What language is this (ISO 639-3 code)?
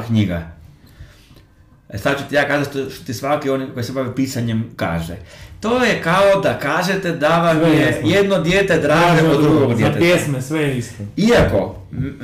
hrv